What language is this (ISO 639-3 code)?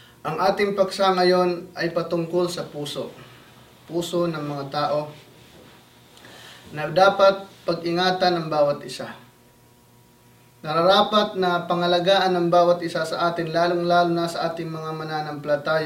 fil